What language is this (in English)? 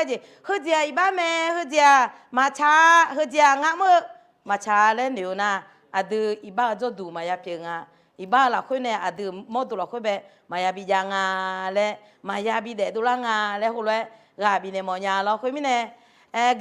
Akha